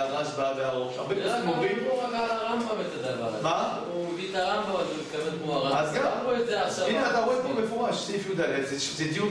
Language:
Hebrew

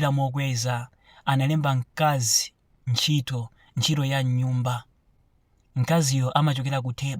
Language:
Nyanja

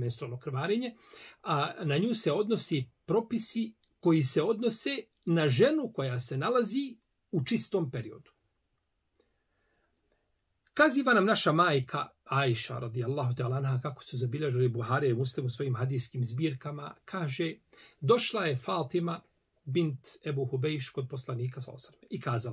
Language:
Bosnian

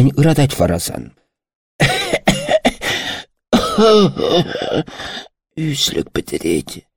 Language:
Chuvash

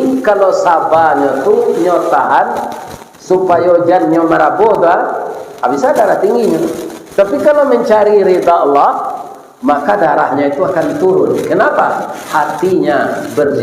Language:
Minangkabau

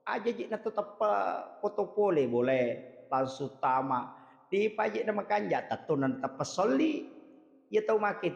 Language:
Buginese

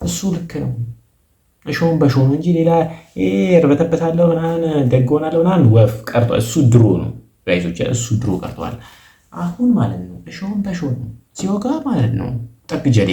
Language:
Amharic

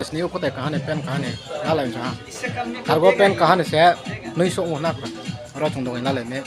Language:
Riang (India)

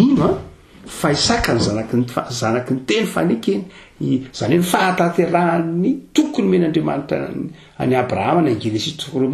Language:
Malagasy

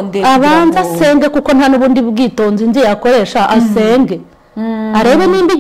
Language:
Kinyarwanda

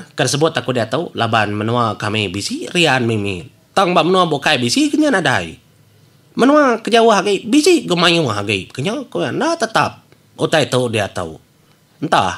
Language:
Iban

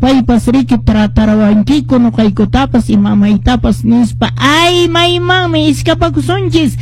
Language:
Quechua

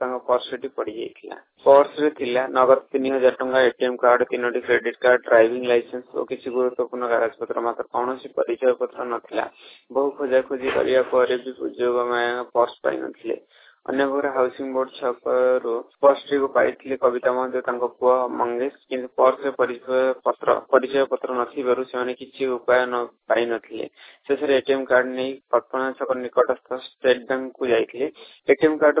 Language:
Odia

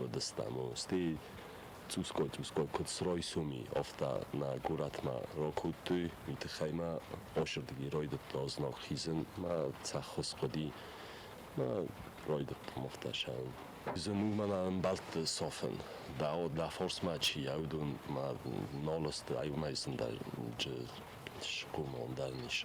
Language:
Ossetic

